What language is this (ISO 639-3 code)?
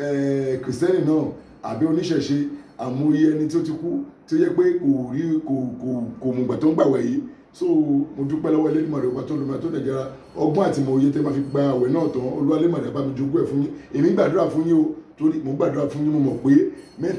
yor